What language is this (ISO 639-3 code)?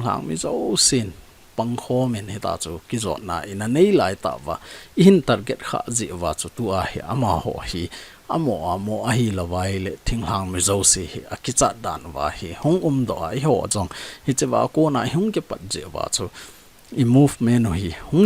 tcz